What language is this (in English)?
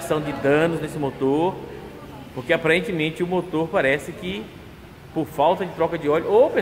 Portuguese